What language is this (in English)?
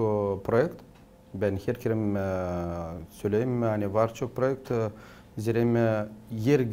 Gagauz